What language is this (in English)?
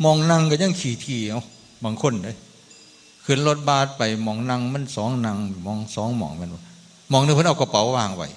Northeastern Thai